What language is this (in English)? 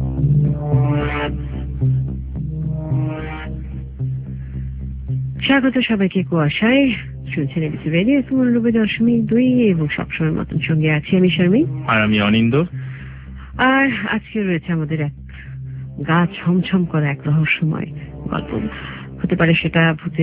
Bangla